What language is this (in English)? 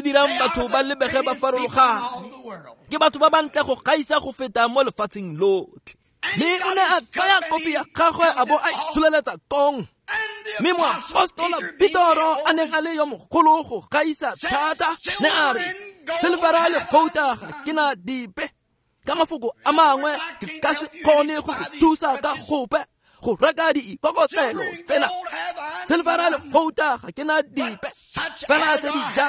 Tswana